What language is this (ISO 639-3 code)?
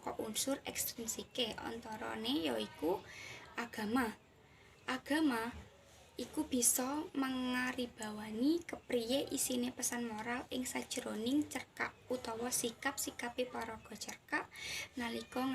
jav